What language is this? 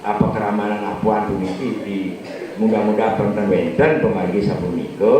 Balinese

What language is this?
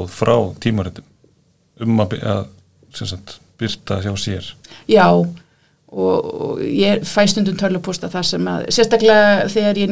Icelandic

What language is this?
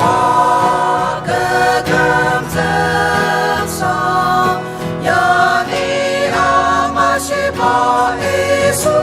Ao Naga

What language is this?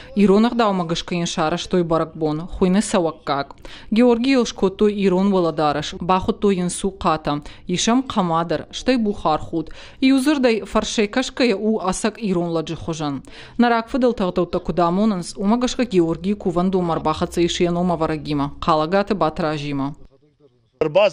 Ossetic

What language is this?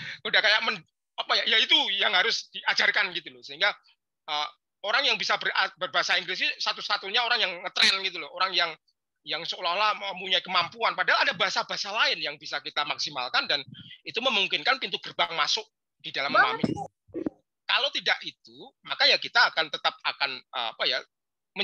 Indonesian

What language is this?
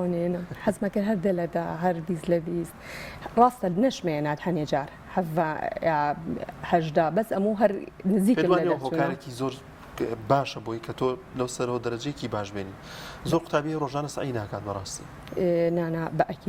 Central Kurdish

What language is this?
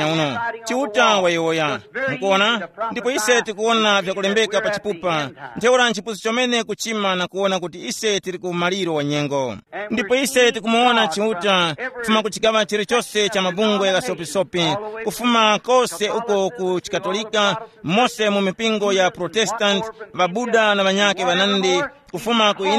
Tumbuka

